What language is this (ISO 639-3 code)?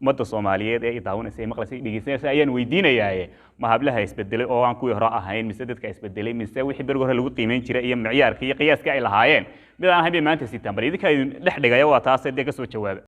som